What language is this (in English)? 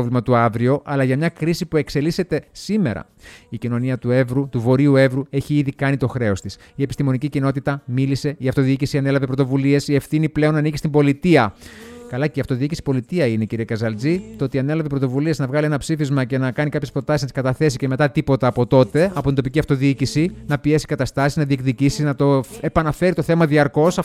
Greek